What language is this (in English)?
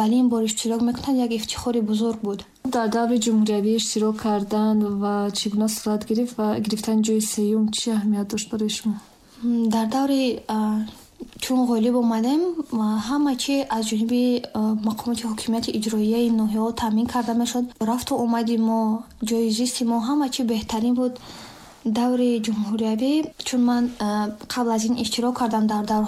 Tajik